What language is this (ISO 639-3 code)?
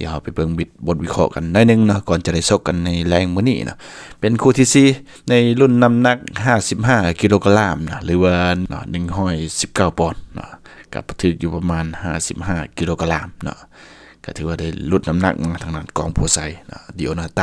lao